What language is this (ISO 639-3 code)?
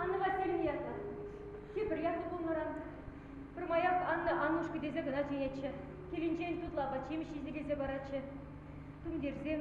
chv